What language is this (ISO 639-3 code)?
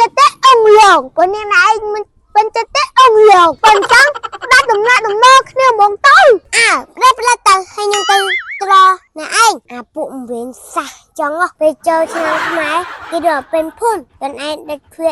khm